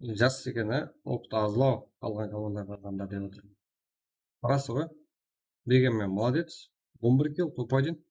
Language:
Kara-Kalpak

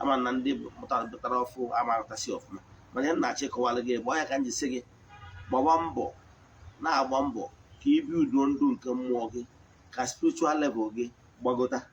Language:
Igbo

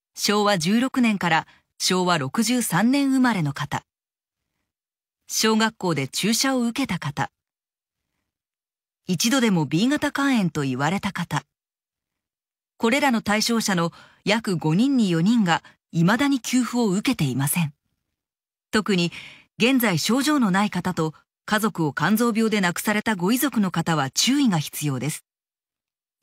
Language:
Japanese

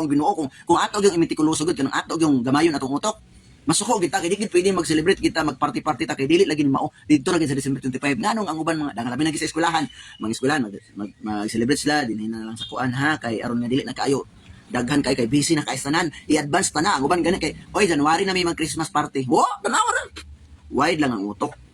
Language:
Cebuano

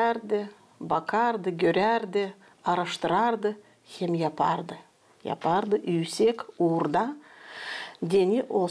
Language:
Gagauz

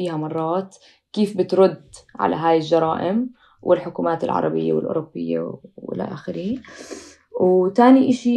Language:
North Levantine Arabic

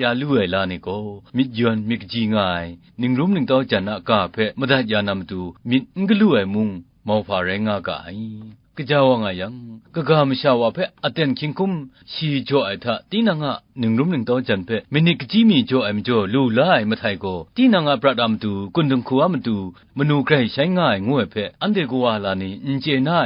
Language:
Kachin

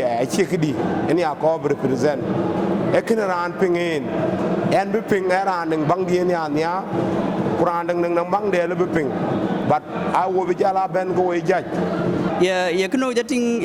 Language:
Dinka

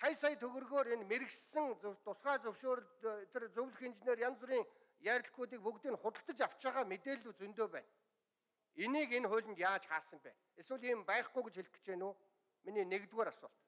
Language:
Mongolian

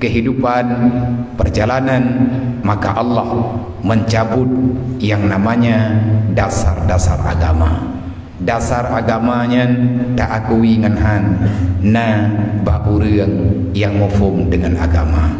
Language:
Achinese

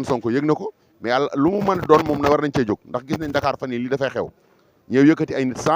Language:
Wolof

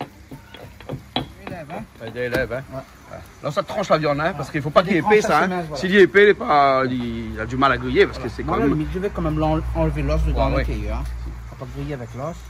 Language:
Réunion Creole French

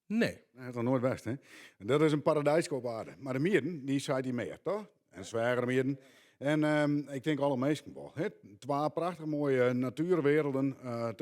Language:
Western Frisian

